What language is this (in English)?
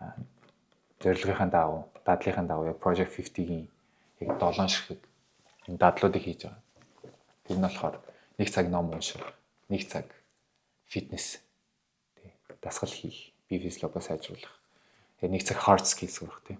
Mongolian